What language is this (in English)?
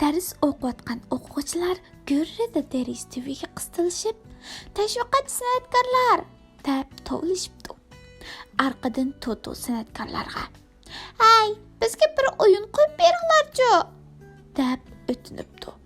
Uyghur